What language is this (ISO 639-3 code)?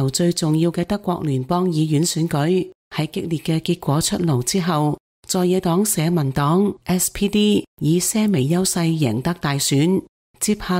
yue